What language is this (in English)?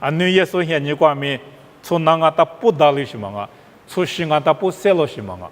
Lisu